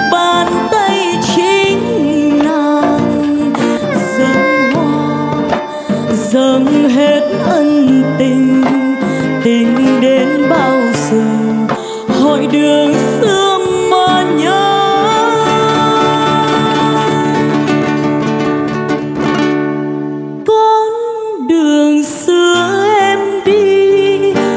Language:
Vietnamese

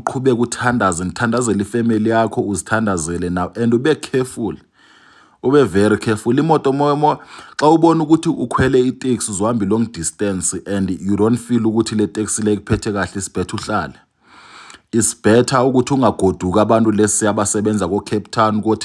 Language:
Zulu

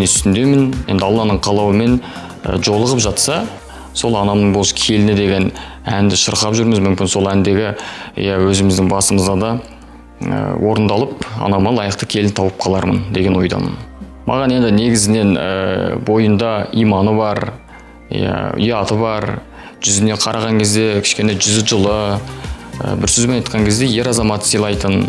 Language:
Kazakh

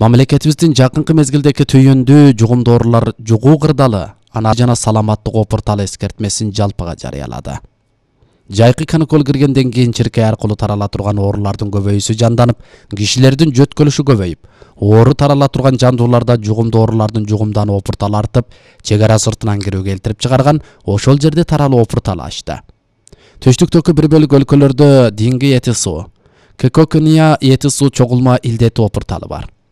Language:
Kyrgyz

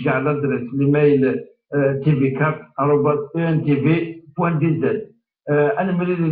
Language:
Kabyle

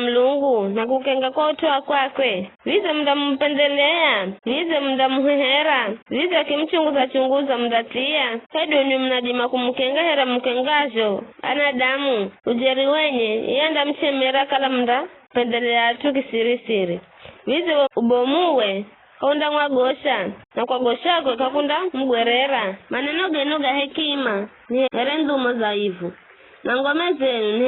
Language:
Giryama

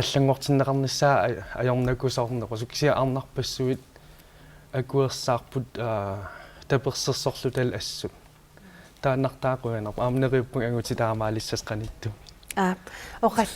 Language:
Kalaallisut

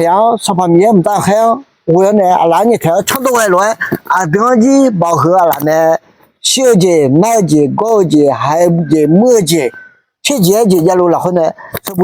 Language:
Akha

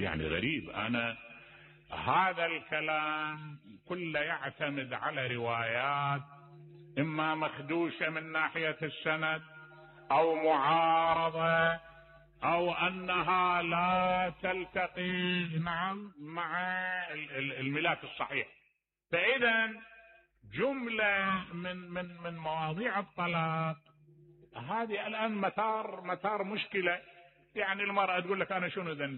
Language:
Mesopotamian Arabic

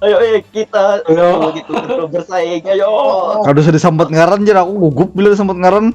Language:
Banjar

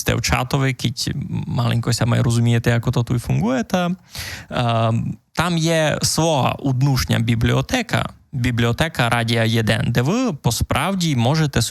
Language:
Rusyn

